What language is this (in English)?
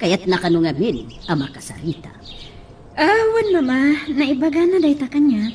Iloko